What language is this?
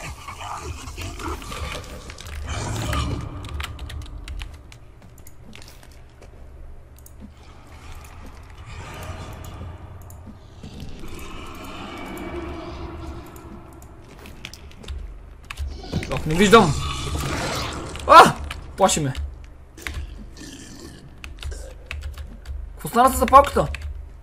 Bulgarian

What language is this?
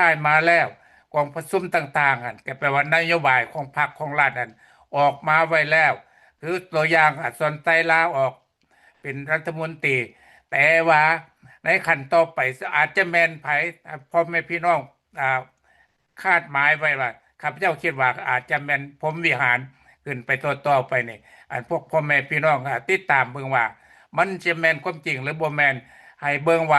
Lao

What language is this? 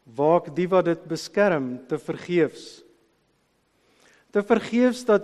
Afrikaans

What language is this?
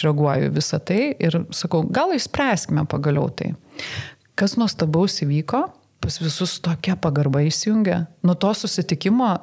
Lithuanian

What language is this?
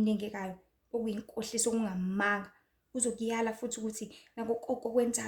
Zulu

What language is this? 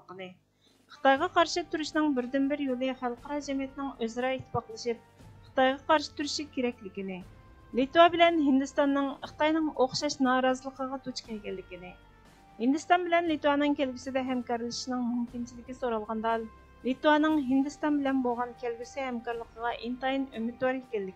Uyghur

